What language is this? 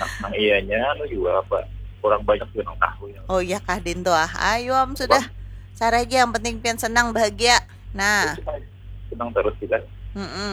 Banjar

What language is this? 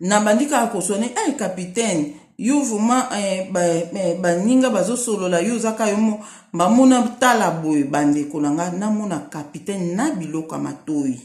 Lingala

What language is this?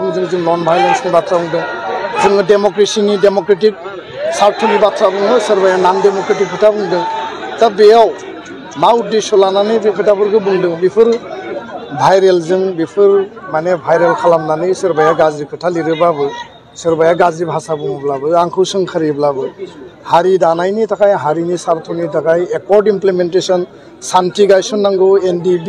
Bodo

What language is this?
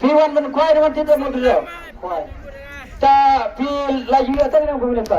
Khasi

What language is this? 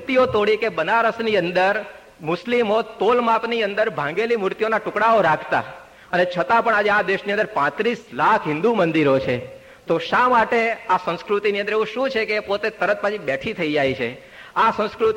Gujarati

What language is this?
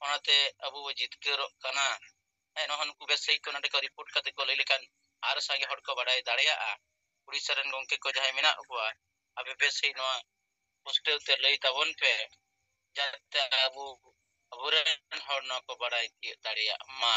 Santali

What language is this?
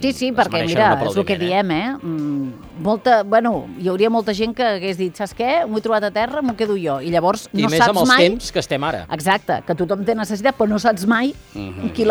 Catalan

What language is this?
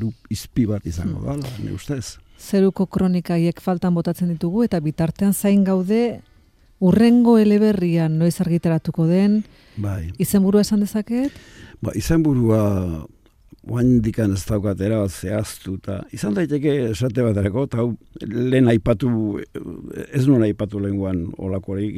Basque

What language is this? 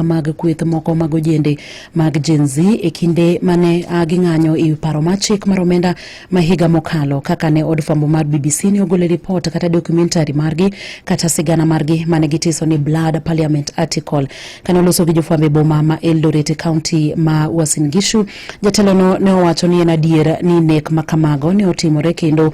Luo (Kenya and Tanzania)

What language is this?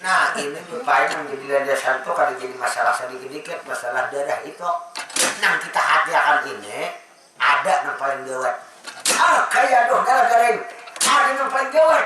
Banjar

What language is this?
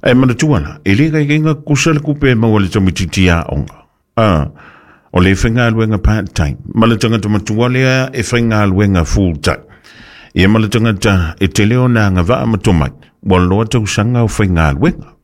Samoan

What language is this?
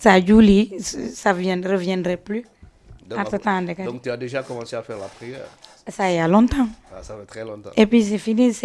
Fula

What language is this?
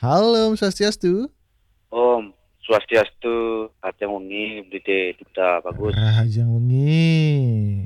Balinese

